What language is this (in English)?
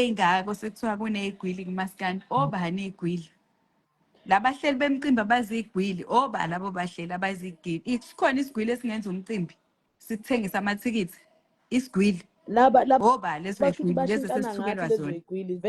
Zulu